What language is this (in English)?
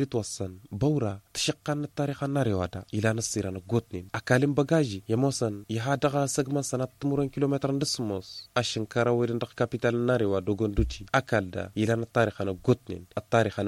Tamasheq